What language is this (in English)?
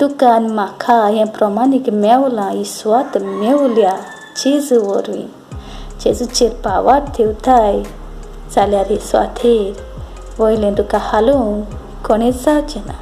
Konkani